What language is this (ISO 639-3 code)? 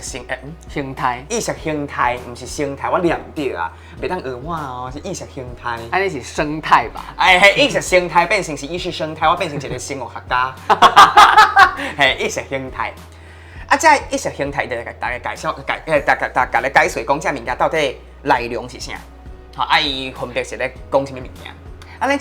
nan